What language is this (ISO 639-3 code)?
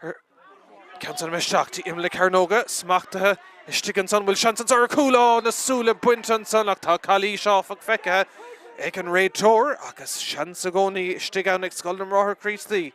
gle